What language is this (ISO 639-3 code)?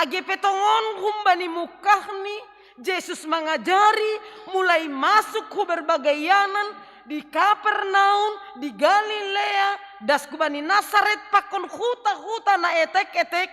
bts